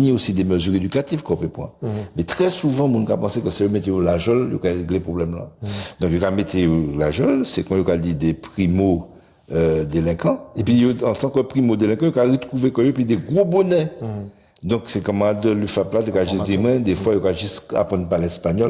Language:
Guadeloupean Creole French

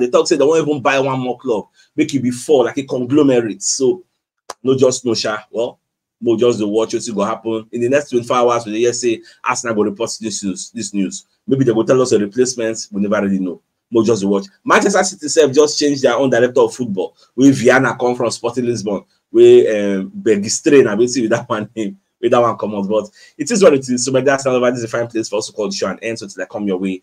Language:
Nigerian Pidgin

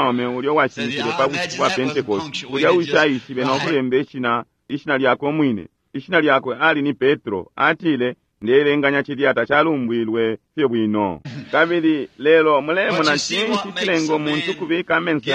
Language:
Bemba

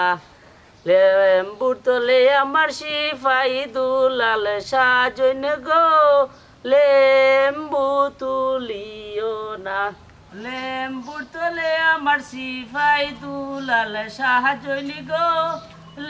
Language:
Sylheti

